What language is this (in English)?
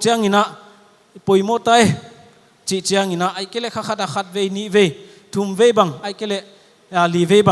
Paite Chin